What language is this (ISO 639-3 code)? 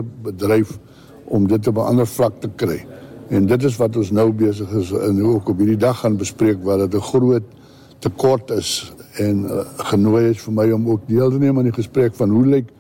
afr